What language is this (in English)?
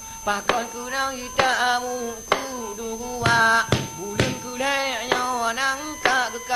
Achinese